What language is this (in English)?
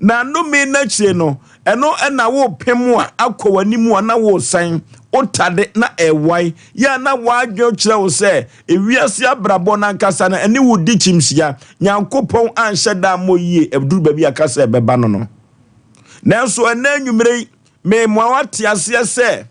Akan